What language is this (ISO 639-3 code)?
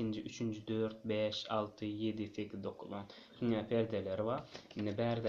tuk